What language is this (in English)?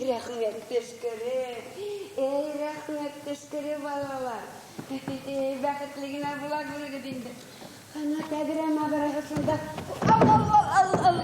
Bashkir